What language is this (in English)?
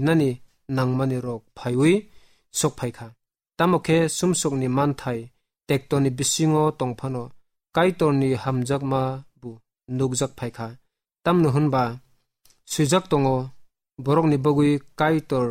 Kok Borok